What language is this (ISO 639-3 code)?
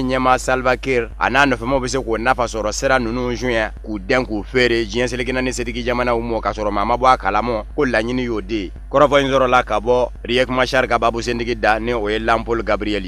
bam